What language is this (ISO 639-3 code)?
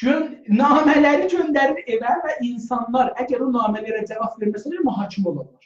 azb